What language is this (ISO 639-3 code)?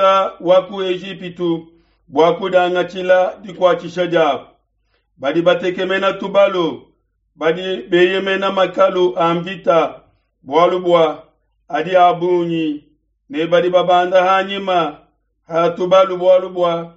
lua